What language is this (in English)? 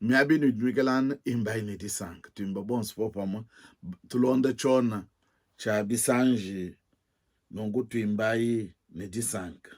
Luba-Lulua